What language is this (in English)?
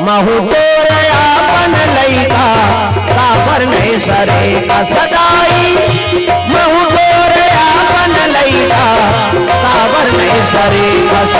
Chhattisgarhi